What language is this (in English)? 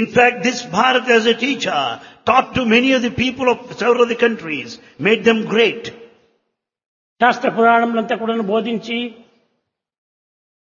Telugu